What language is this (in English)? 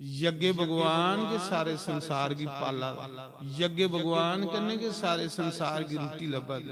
Dogri